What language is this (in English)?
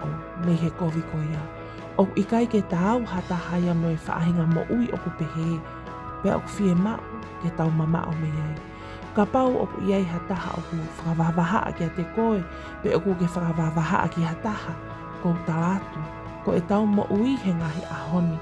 Tongan